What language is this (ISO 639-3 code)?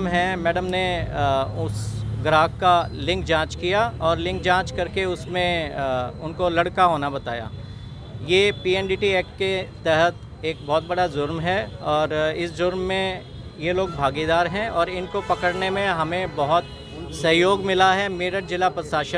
hin